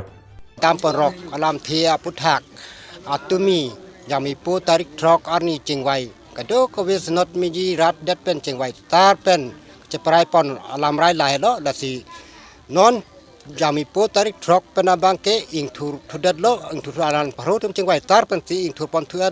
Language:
Karbi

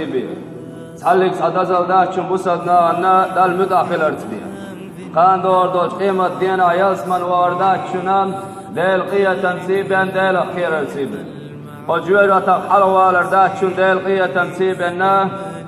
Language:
Chechen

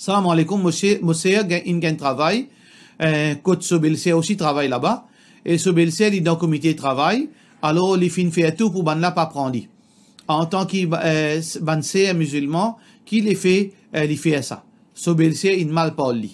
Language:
Morisyen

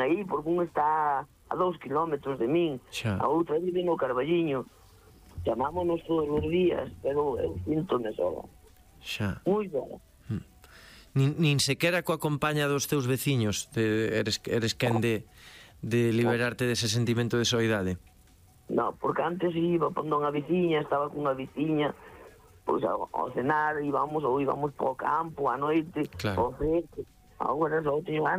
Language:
Galician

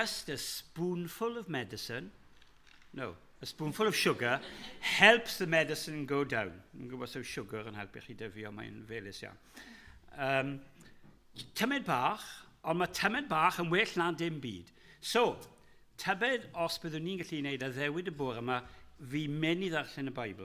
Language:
Welsh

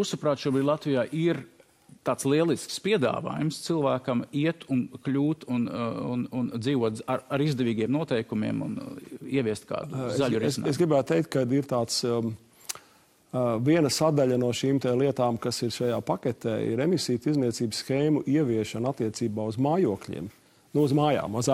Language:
Latvian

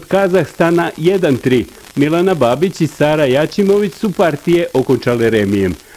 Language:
Bosnian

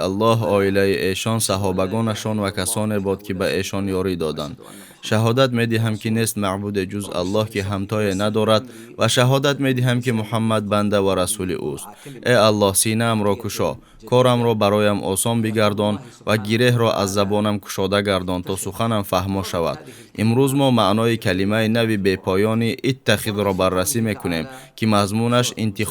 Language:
Tajik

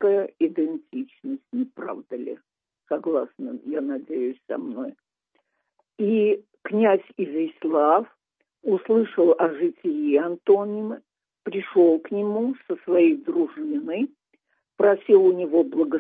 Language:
Russian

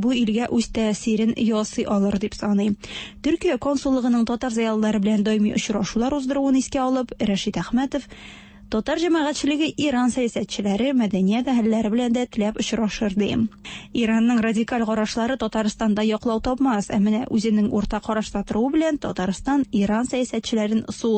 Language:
Tatar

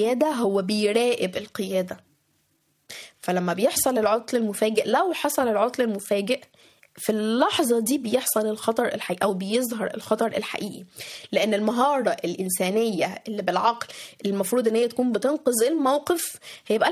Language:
Egyptian Arabic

